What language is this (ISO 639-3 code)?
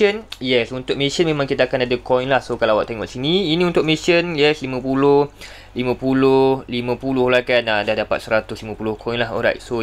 msa